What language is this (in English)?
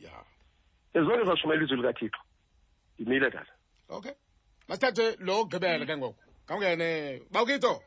Xhosa